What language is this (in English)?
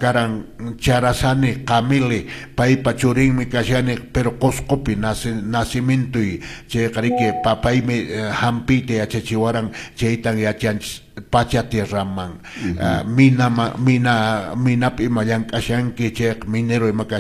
Quechua